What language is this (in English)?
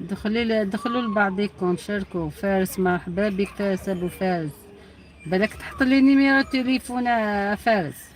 Algerian Arabic